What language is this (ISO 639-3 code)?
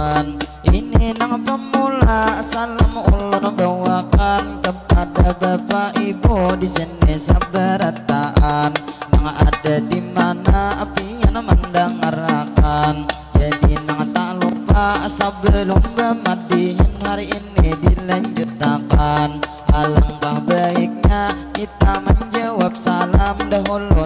bjn